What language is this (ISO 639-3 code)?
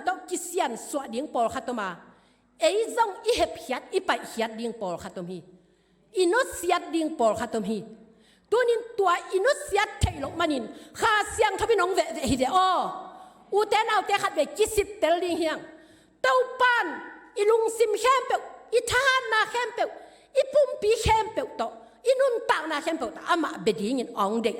ctd